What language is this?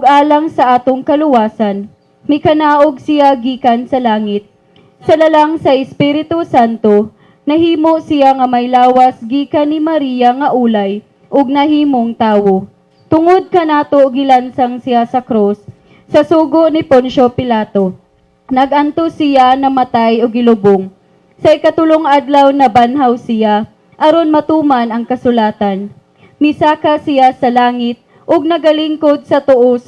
Cebuano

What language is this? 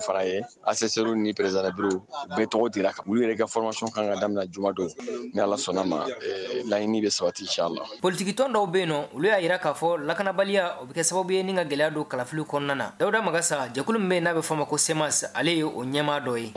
Bambara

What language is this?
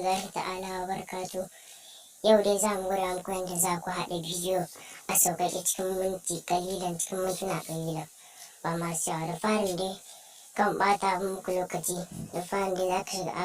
Hausa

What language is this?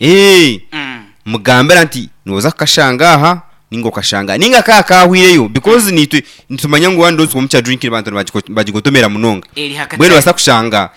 Nyankole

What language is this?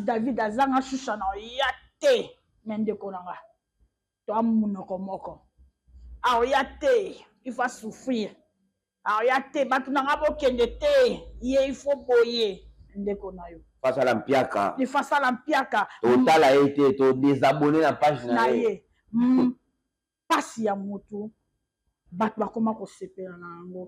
Lingala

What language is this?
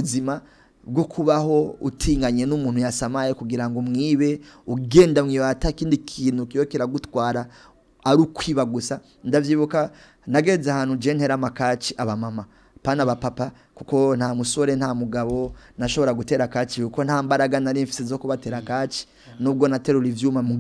Rundi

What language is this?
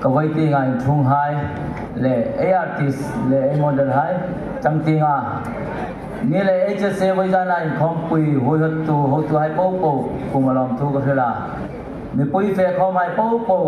Hmar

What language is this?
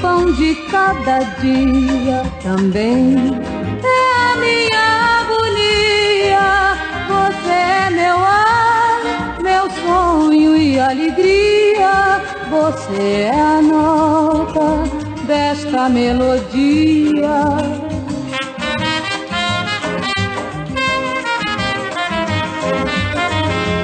Portuguese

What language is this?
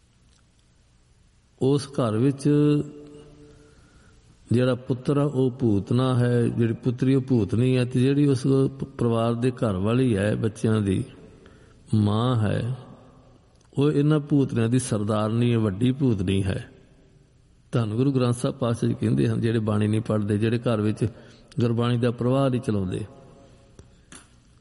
Punjabi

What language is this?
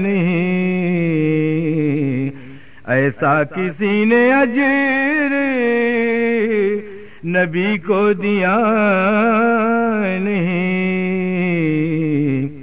Urdu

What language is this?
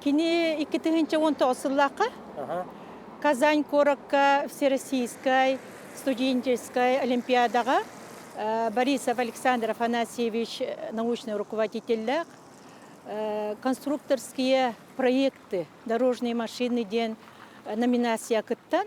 Yakut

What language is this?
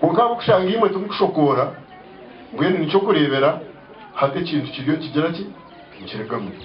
Nyankole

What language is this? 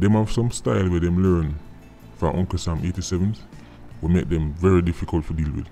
Jamaican Creole English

